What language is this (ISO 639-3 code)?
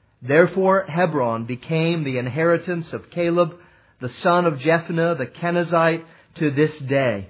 eng